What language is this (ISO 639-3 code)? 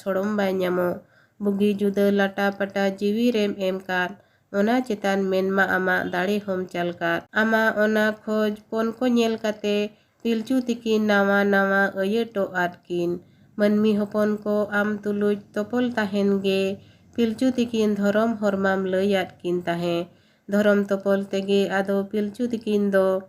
sat